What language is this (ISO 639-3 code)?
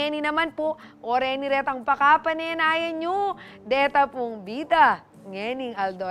pam